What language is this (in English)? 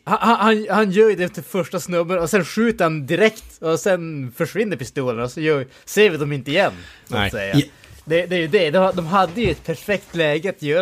Swedish